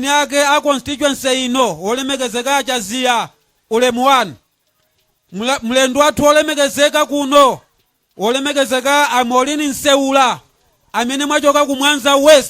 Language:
Nyanja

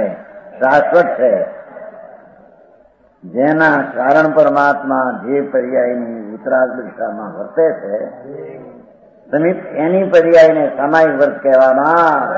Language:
Gujarati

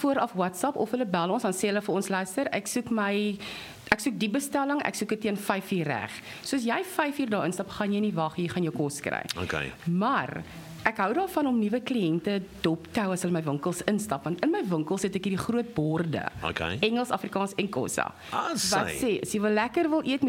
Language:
Afrikaans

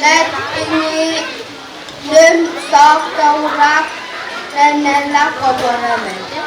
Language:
Pohnpeian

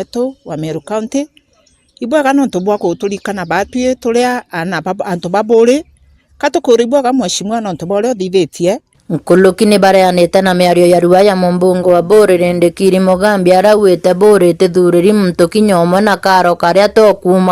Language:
Meru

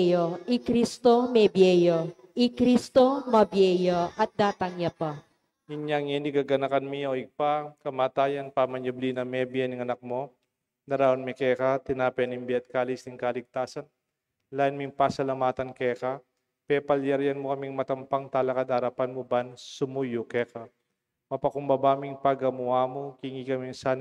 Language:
Pampanga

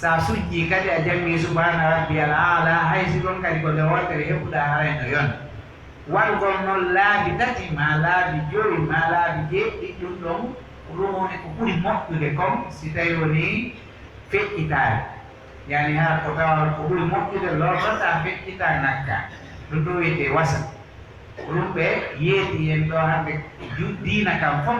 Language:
Pular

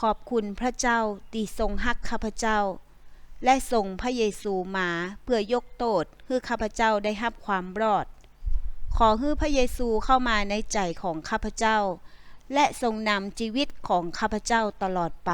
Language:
Northern Thai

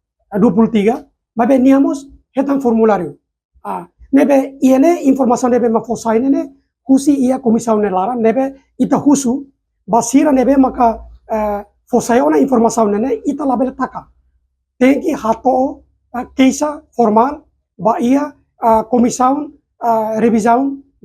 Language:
Tetum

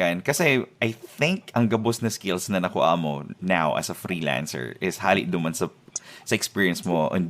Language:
Bikol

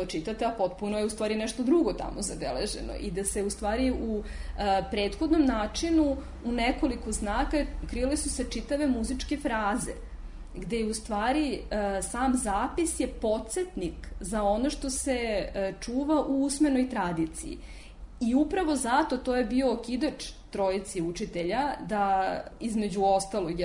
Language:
Serbian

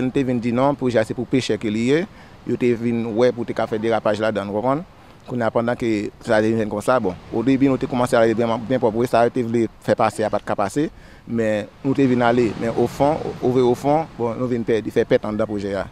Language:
Haitian Creole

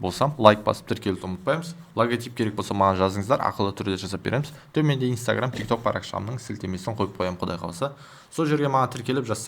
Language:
Kazakh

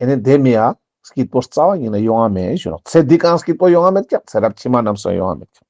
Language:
Ladakhi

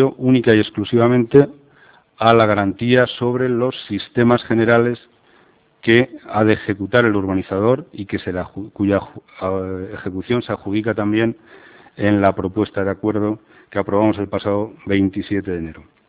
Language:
Spanish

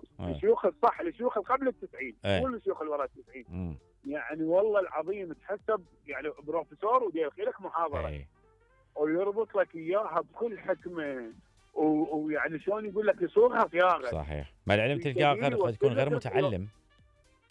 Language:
Mesopotamian Arabic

